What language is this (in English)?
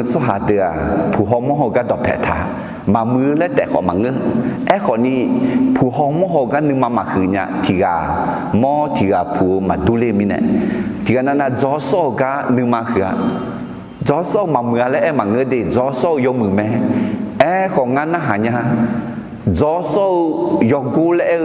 Akha